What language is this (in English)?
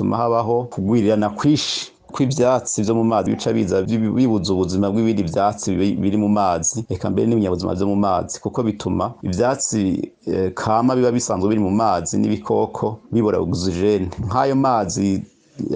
Rundi